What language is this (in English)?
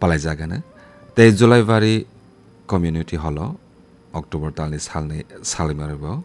Kok Borok